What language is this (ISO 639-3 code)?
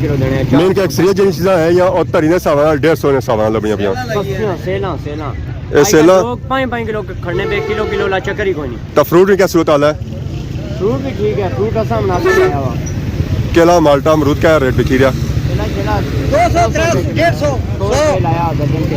phr